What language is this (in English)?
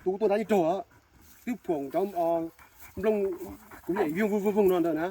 Hmong